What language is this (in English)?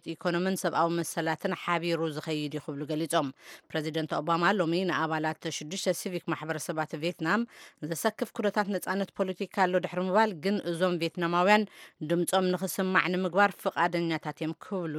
Tigrinya